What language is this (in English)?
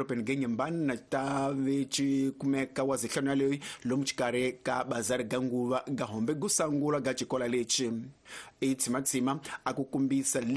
Tsonga